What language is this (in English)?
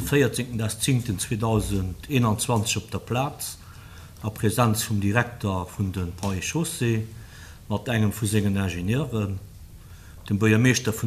Luxembourgish